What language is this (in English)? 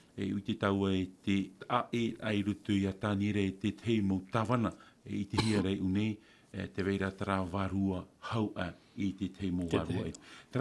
Tahitian